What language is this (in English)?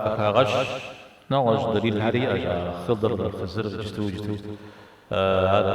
Kabardian